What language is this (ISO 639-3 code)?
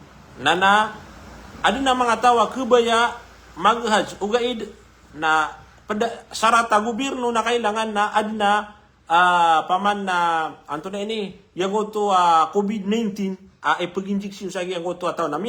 mrw